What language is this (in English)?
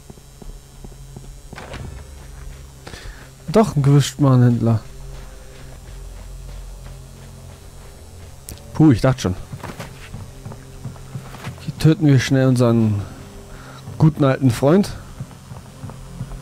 German